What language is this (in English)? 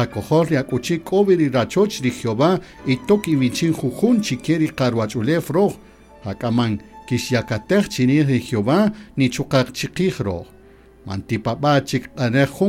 Kaqchikel